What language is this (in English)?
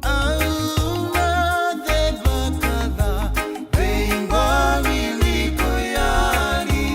Fijian